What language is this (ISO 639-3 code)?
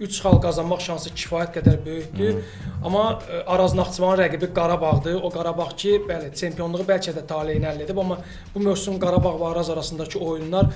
aze